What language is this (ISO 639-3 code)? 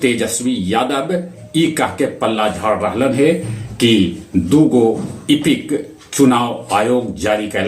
mag